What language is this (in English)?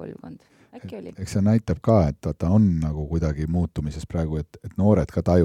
Estonian